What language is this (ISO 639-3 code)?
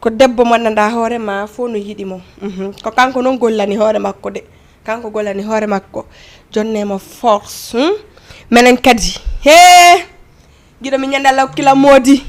ful